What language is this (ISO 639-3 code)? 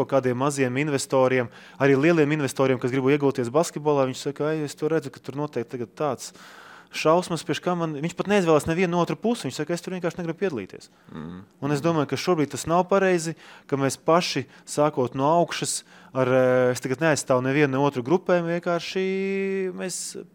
lav